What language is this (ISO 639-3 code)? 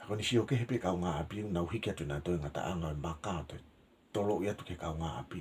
ton